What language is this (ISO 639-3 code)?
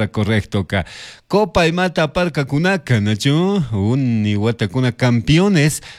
qug